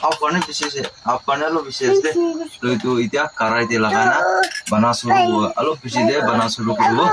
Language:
Naga Pidgin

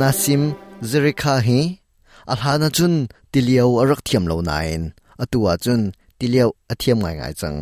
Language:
Hakha Chin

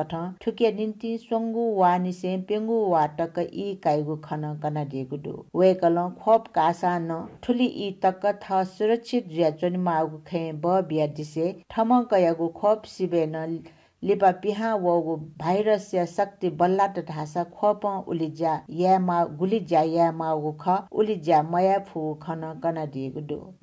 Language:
Newari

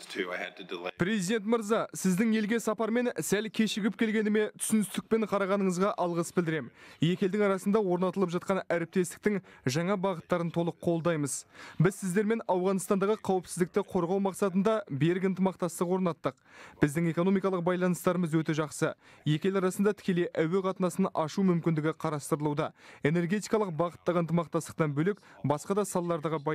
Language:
Kazakh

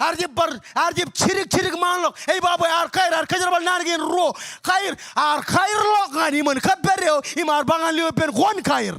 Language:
Marshallese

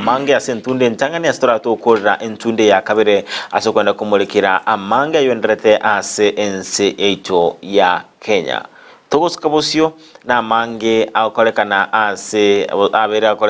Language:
Gusii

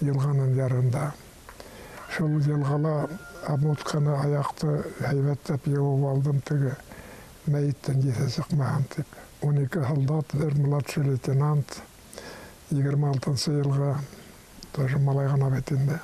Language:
Bashkir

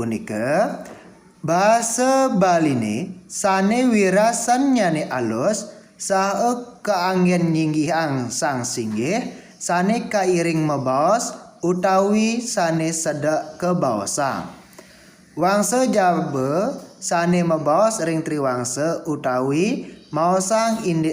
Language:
Balinese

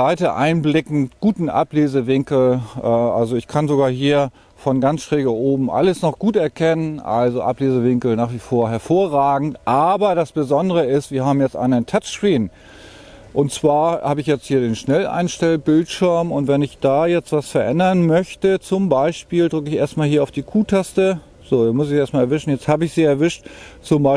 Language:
German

